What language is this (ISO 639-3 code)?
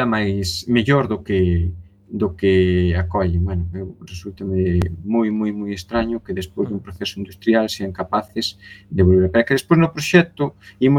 glg